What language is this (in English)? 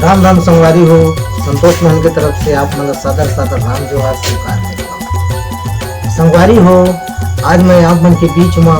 Chhattisgarhi